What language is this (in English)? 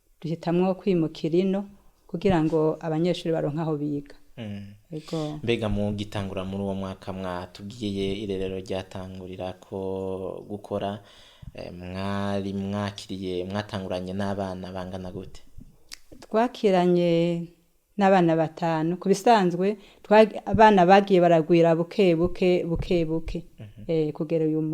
Rundi